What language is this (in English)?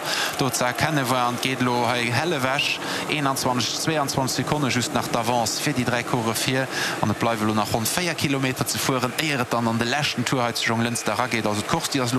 Luxembourgish